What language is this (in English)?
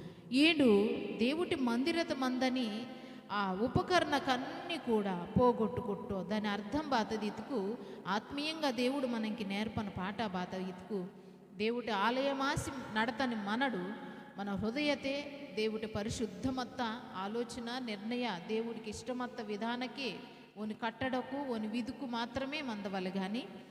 Koya